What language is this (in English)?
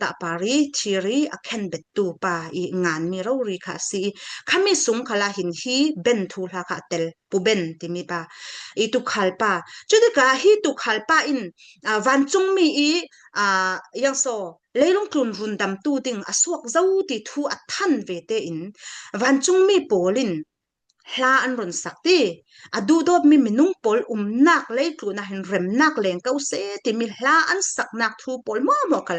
Falam Chin